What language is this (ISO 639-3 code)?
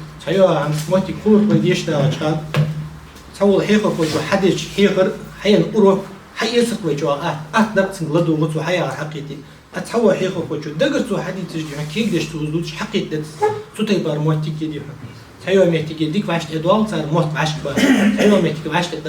inh